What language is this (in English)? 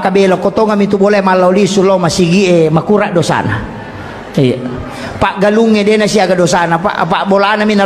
Buginese